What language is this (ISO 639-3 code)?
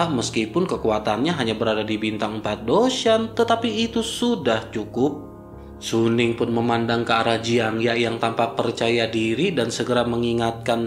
ind